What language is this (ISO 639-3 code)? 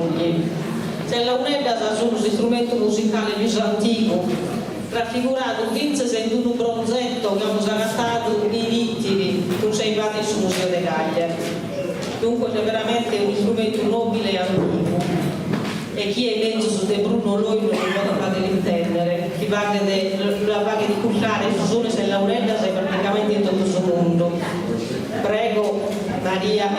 srd